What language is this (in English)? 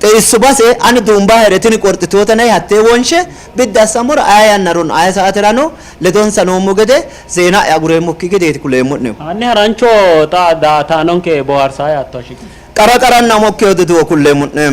Sidamo